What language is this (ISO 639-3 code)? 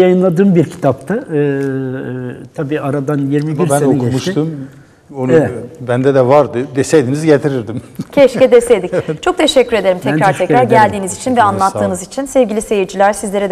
tur